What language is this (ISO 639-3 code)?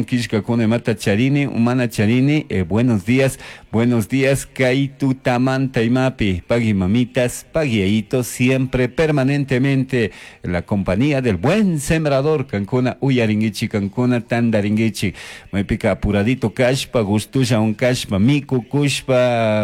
qug